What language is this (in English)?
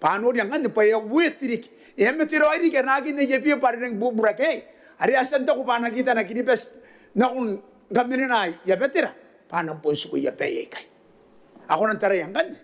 Gilbertese